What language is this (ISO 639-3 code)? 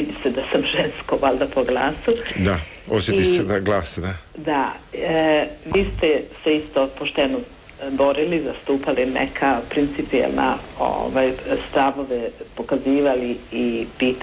hrv